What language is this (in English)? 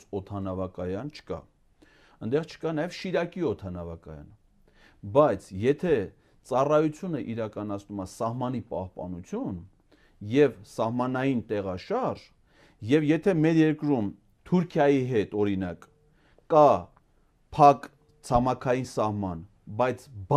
Armenian